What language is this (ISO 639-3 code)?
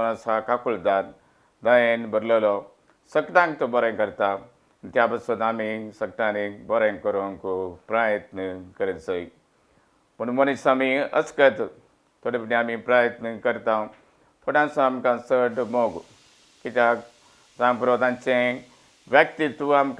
kok